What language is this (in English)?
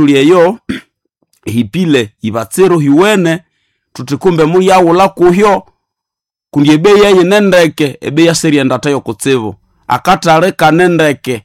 Nande